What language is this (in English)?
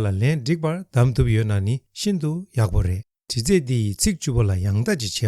Tibetan